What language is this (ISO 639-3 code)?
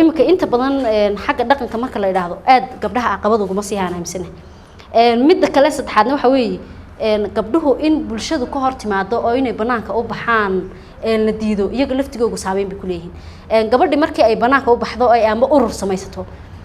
som